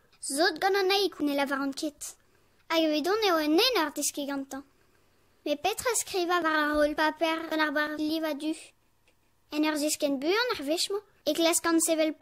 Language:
Breton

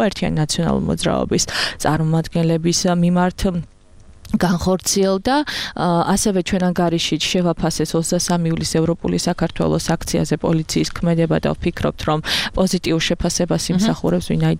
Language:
Georgian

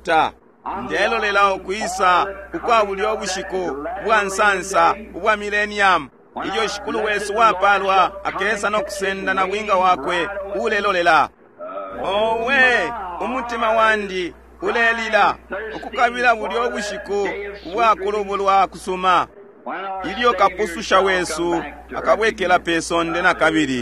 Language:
Bemba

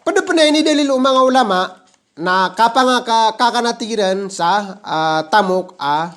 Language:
Maranao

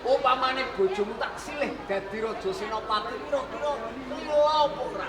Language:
Javanese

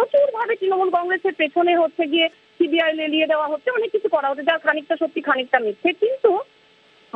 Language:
Bangla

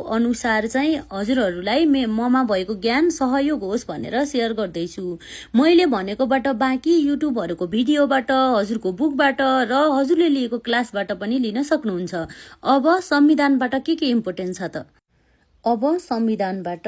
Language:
Nepali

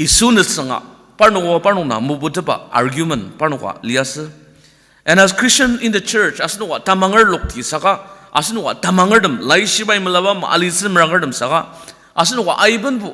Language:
Ao Naga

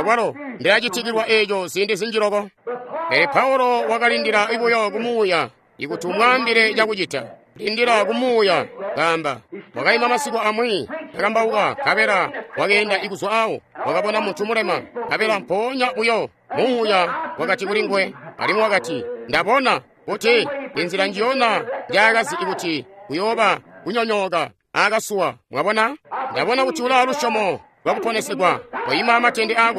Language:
Tonga (Zambia)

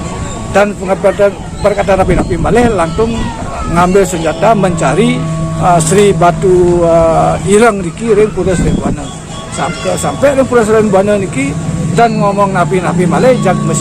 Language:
Balinese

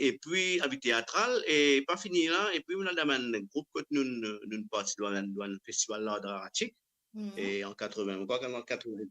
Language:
Morisyen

